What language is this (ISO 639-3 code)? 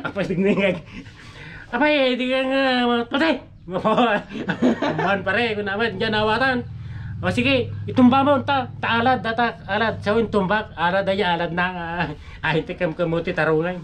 ilo